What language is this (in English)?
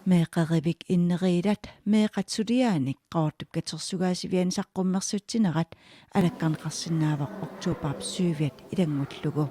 Kalaallisut